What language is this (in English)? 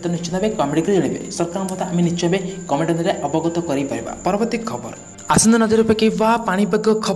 Odia